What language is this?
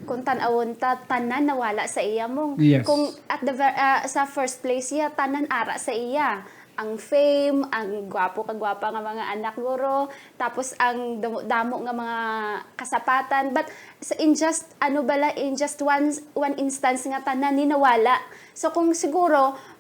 Hiligaynon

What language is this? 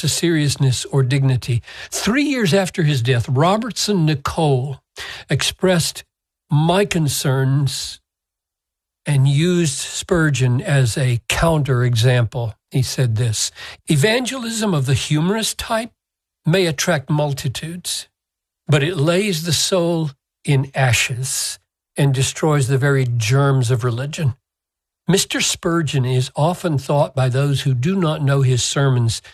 English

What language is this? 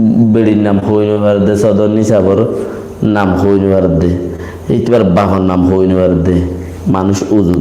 Rohingya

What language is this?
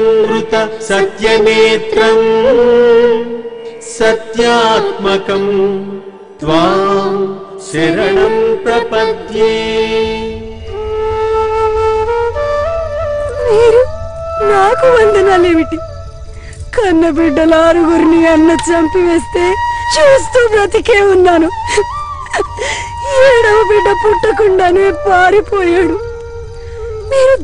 Telugu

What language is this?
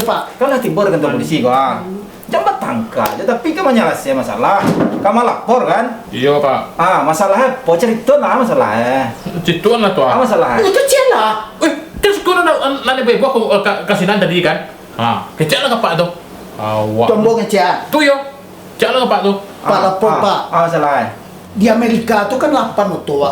Minangkabau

